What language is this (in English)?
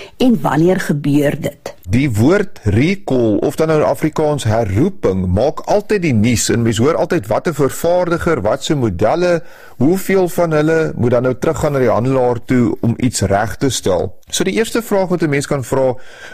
Afrikaans